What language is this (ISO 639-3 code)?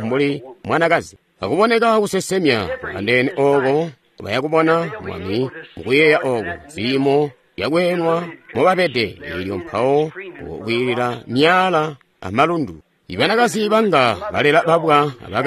toi